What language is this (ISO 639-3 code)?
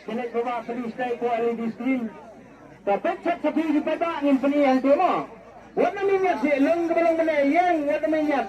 kha